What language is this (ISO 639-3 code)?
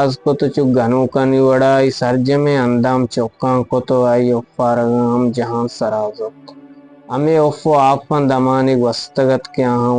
bgp